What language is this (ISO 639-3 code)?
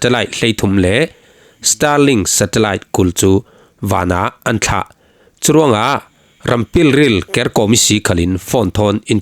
cfm